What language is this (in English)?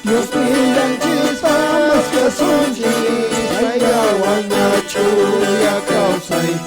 Quechua